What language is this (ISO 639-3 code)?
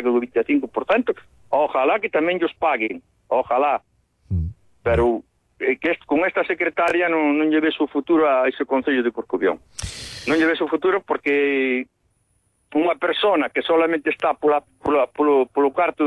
glg